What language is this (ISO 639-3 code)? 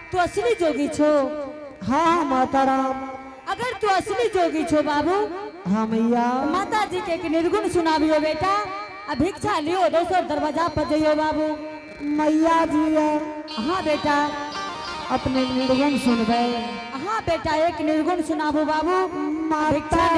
anp